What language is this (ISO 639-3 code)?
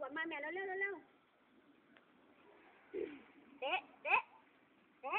lao